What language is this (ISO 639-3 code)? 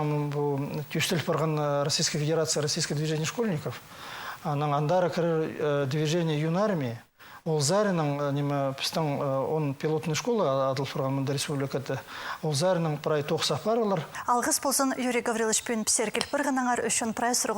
kjh